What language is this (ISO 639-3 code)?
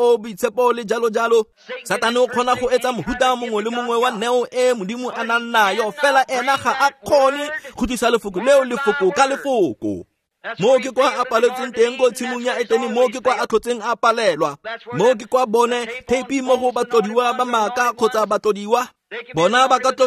tsn